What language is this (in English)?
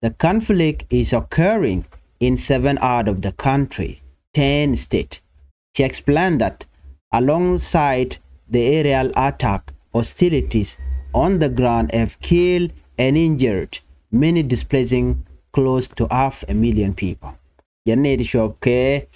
Nuer